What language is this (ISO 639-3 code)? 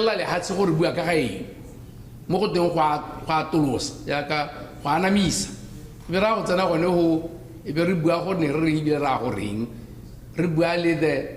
tsn